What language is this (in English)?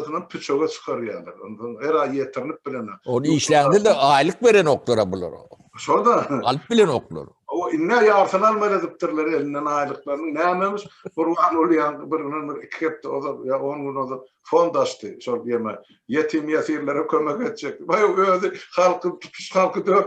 Turkmen